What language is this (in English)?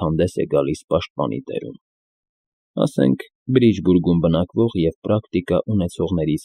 Armenian